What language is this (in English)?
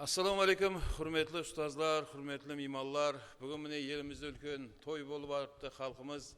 Kara-Kalpak